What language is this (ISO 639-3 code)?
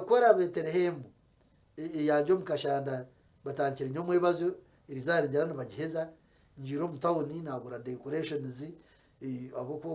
nyn